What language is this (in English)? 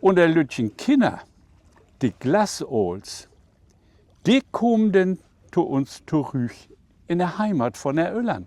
Low German